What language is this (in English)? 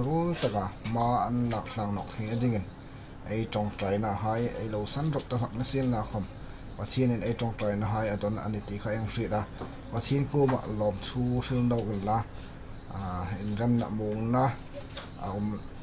Hmar